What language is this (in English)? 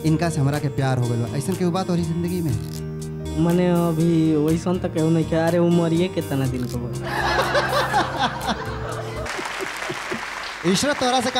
Bhojpuri